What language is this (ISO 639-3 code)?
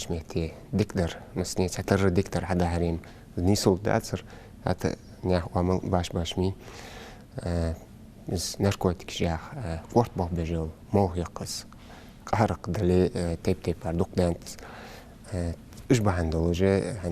inh